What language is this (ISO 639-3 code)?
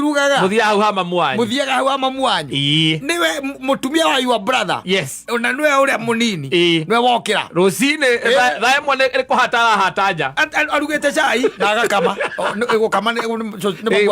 kik